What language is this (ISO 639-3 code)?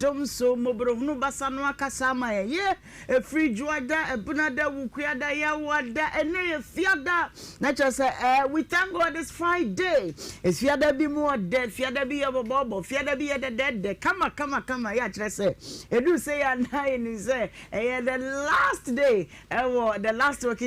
aka